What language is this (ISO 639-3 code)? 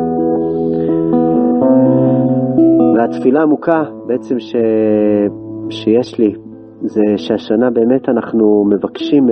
heb